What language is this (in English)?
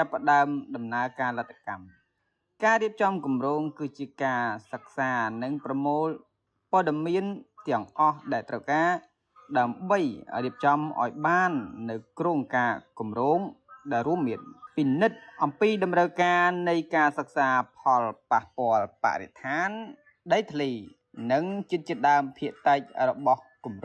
Khmer